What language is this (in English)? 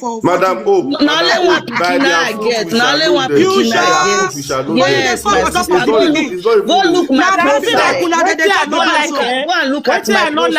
Nigerian Pidgin